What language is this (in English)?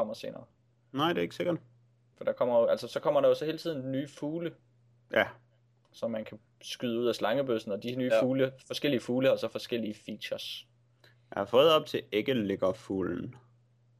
Danish